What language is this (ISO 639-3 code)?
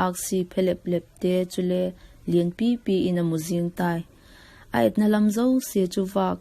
vap